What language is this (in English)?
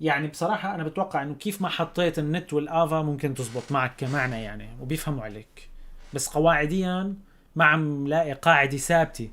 North Levantine Arabic